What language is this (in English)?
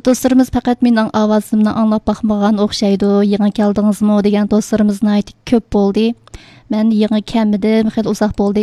Uyghur